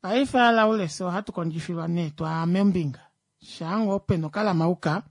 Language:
Kuanyama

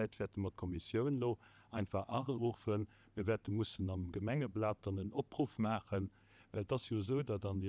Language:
Luxembourgish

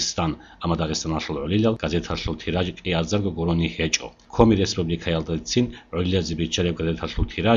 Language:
Avaric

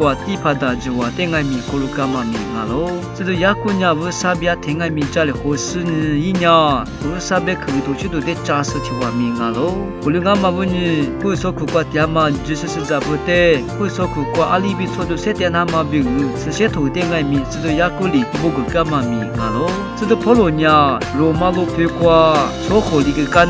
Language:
Lisu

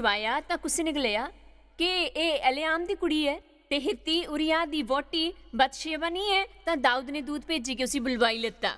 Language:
Dogri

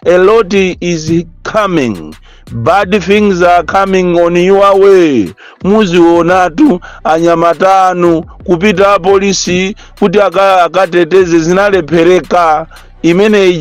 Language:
Nyanja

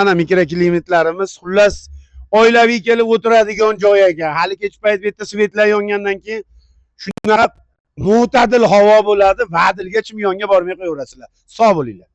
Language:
Uzbek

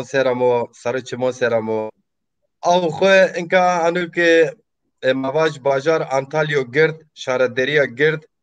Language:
Zaza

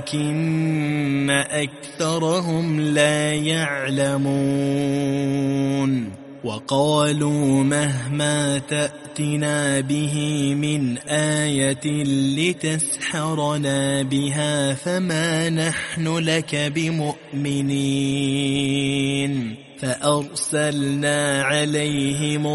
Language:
Arabic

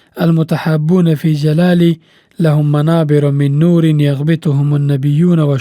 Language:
Pashto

